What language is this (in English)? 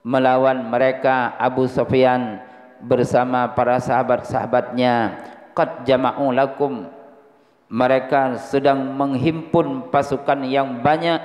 Achinese